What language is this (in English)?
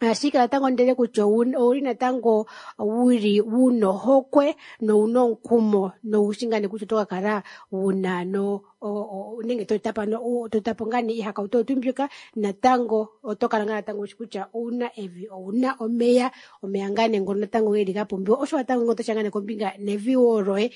Kuanyama